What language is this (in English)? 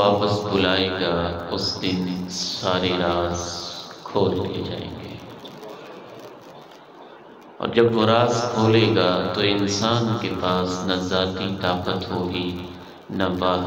Urdu